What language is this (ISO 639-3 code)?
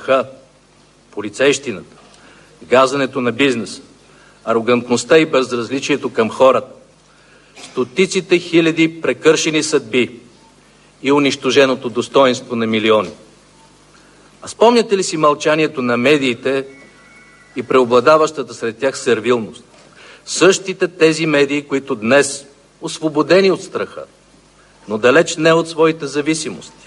bul